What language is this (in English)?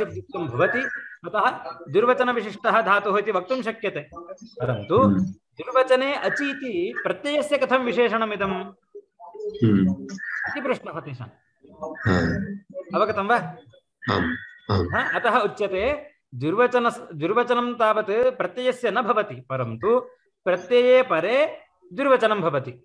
Sanskrit